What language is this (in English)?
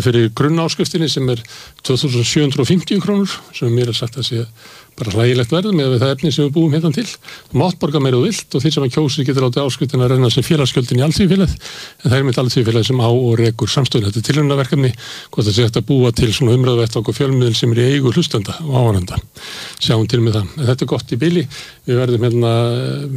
Icelandic